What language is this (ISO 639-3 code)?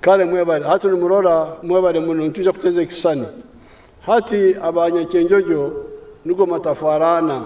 nyn